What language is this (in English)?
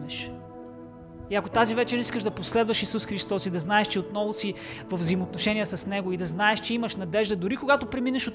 Bulgarian